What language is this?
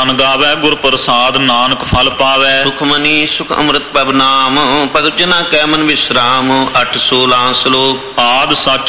Punjabi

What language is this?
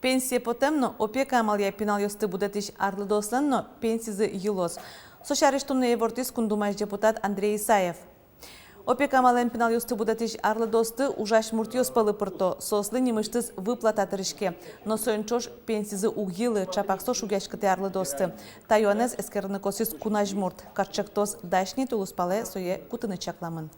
Udmurt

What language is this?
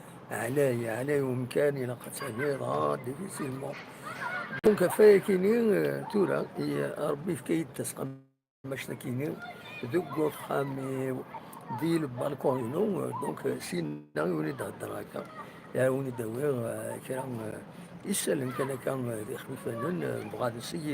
Kabyle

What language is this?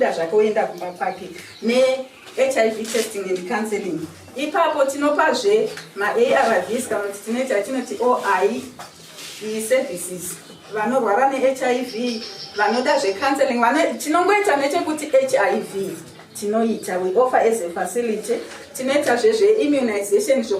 Shona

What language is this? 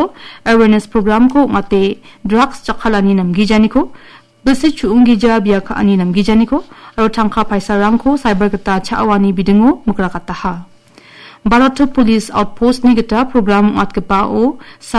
Garo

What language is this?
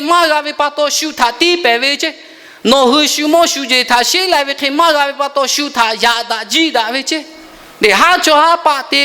Lahu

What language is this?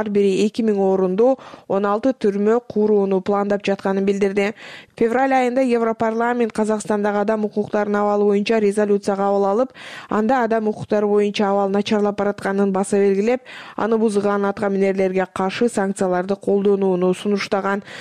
Kyrgyz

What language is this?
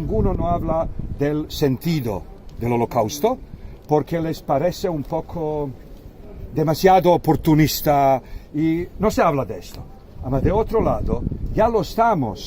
Ladino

